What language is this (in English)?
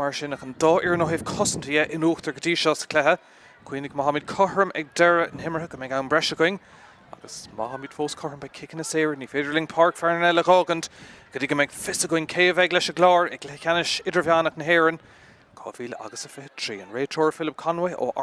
Irish